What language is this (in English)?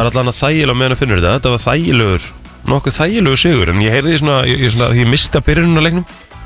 Icelandic